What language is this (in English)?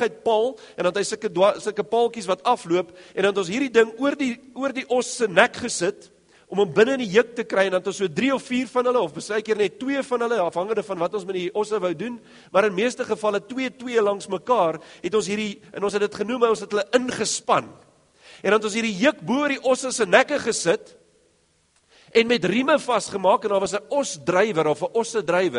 Afrikaans